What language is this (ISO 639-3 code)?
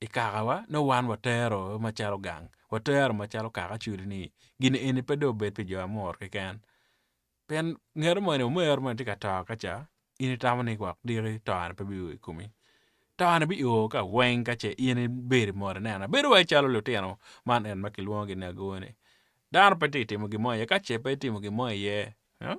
ach